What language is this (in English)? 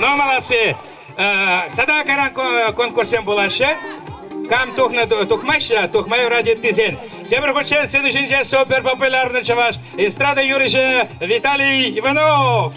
Chuvash